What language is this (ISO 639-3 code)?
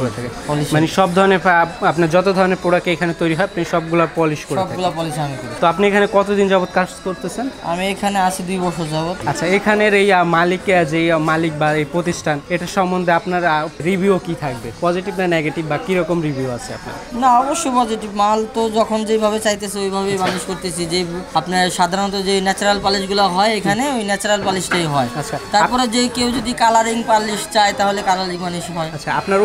ben